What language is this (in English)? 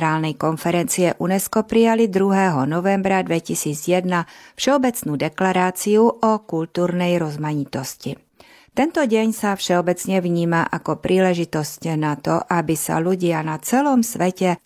Slovak